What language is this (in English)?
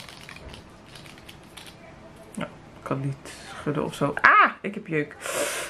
Dutch